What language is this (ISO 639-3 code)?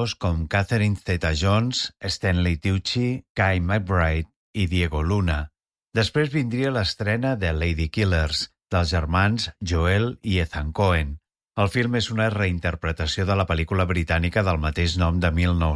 cat